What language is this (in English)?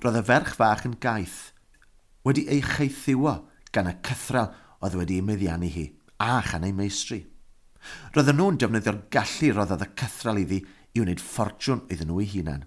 Welsh